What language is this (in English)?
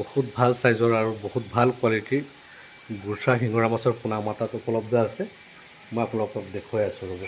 Assamese